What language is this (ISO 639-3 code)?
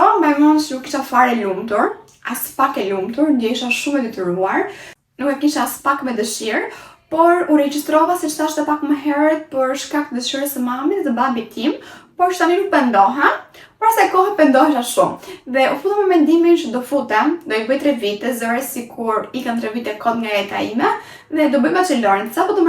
sqi